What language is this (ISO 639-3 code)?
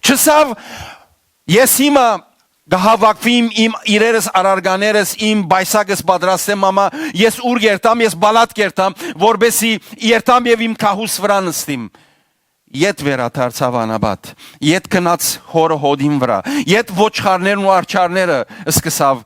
hyw